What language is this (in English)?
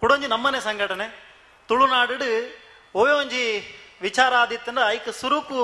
Tulu